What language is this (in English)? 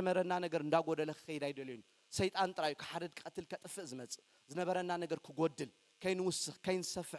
Tigrinya